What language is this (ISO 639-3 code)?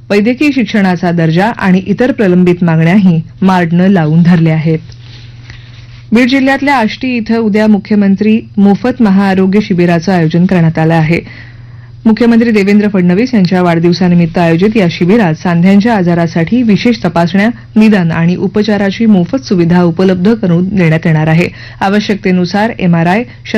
mar